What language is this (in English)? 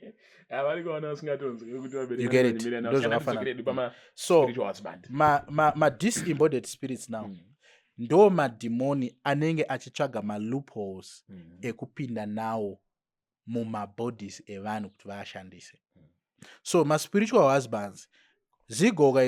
Shona